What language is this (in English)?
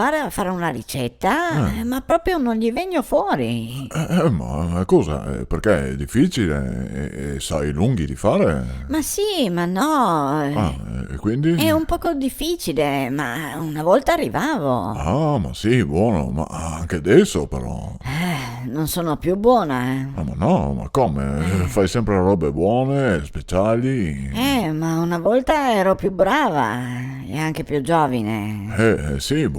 Venetian